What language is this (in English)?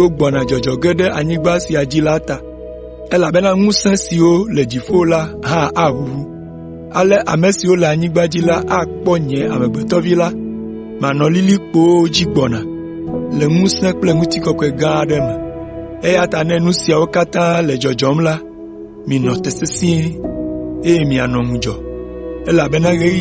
Ewe